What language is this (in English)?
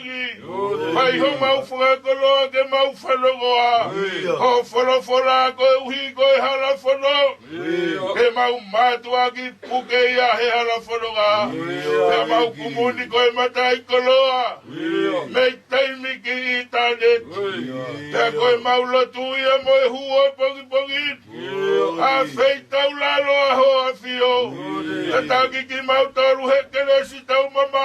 Tongan